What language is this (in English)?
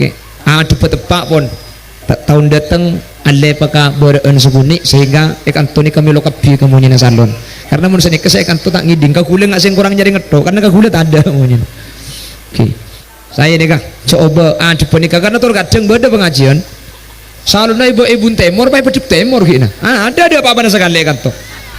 Madurese